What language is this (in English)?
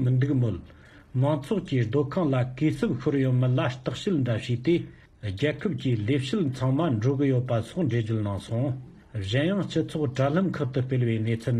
Tibetan